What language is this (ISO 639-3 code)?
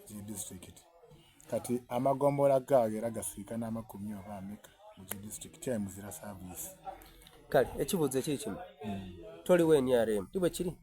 xog